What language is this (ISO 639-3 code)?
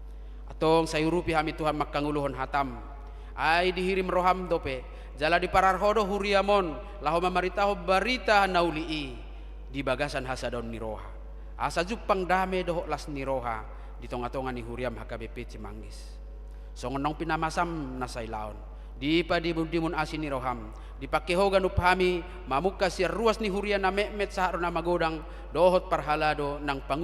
bbc